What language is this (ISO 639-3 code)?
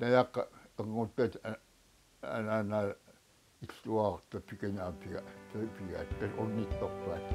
kal